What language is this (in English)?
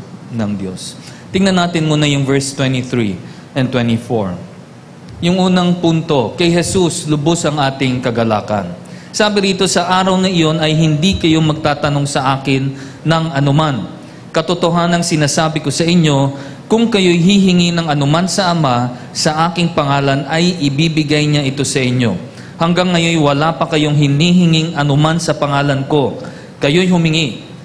Filipino